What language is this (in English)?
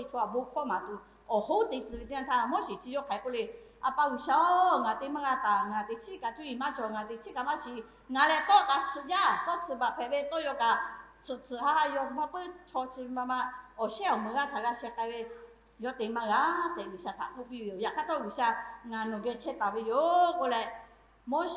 Lahu